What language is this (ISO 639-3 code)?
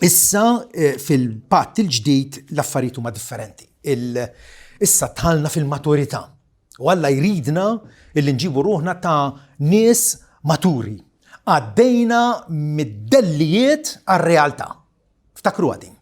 mlt